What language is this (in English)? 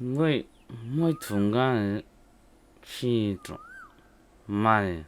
Manipuri